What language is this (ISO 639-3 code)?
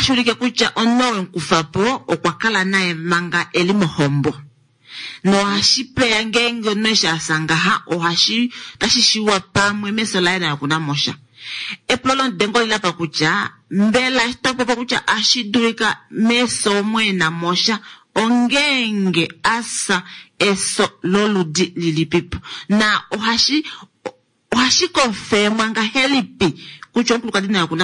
kua